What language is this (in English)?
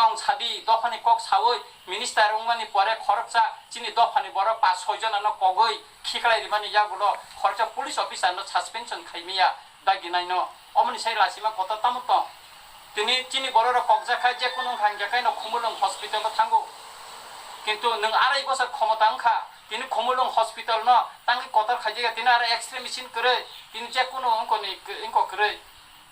Kok Borok